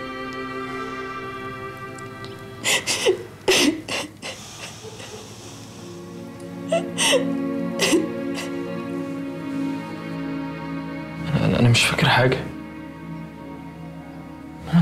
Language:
Egyptian Arabic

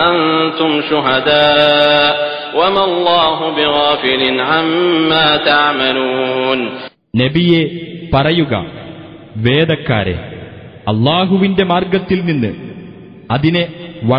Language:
Malayalam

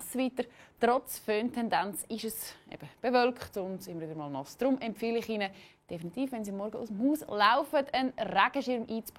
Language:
Swiss German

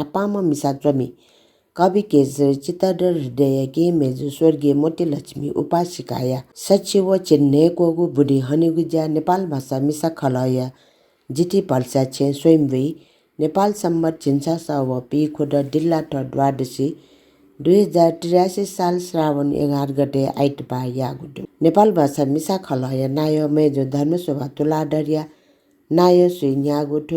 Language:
Newari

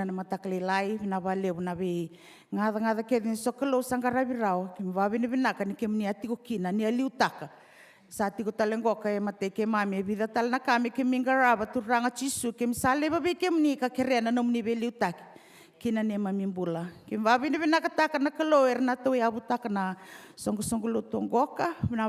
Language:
Fijian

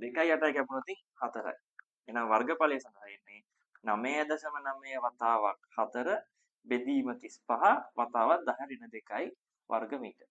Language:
Sinhala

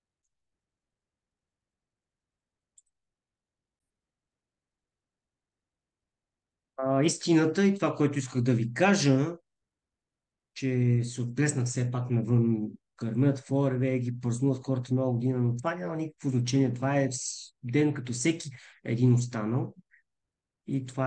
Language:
Bulgarian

